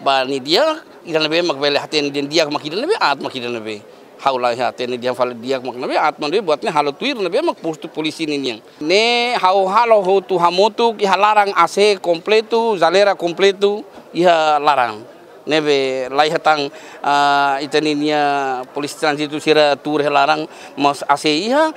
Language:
Tetum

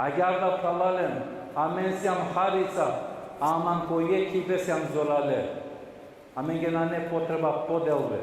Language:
Balkan Romani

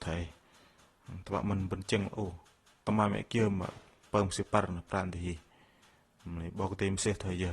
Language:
Bahnar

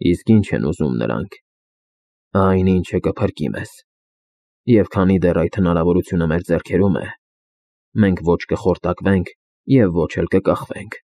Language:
Armenian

